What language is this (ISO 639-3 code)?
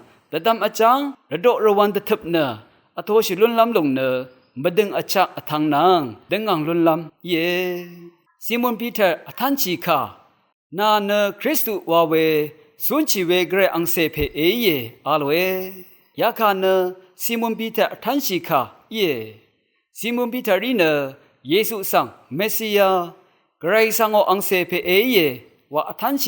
raw